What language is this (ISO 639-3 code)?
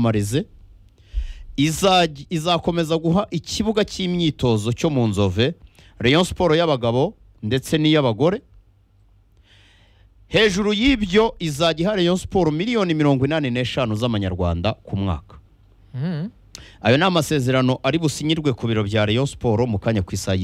kin